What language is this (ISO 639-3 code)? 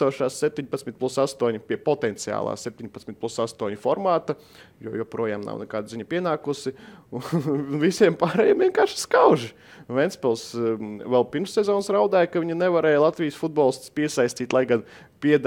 lav